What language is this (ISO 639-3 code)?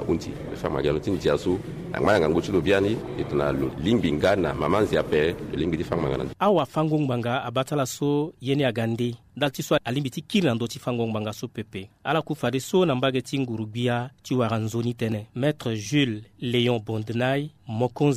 sag